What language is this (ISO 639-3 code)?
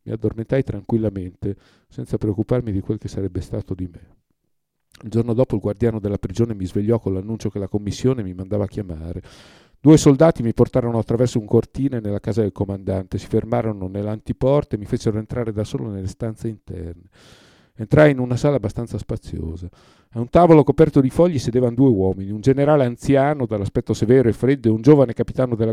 ita